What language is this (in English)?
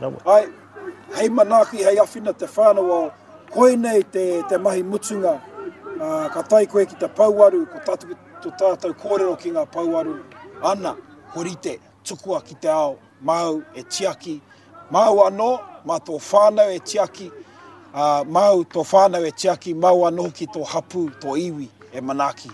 Māori